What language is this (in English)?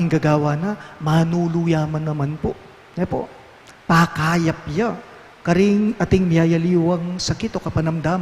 Pampanga